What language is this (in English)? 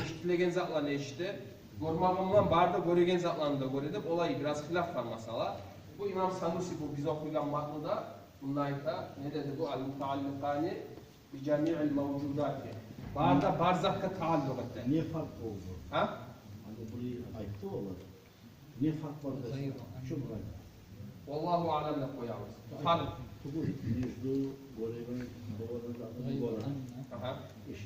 Kumyk